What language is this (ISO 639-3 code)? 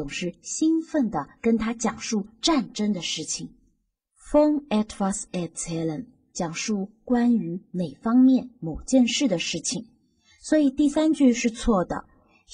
zho